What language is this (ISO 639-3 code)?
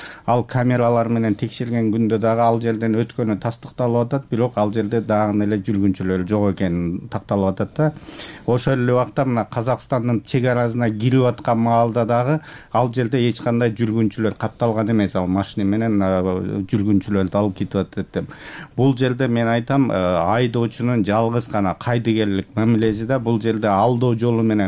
kir